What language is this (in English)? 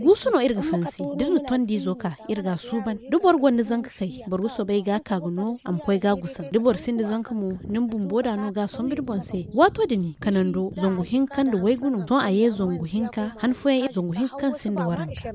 Zarma